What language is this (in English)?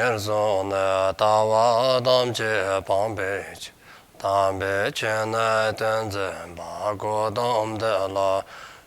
Dzongkha